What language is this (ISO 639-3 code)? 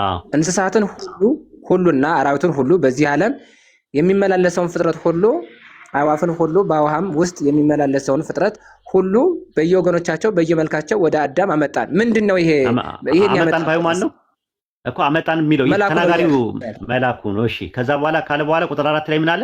amh